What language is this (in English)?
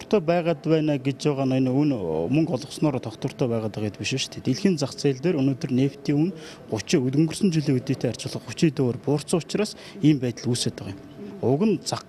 Mongolian